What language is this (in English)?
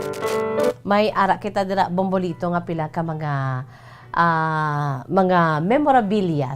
Hiligaynon